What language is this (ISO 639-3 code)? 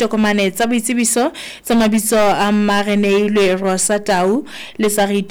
sot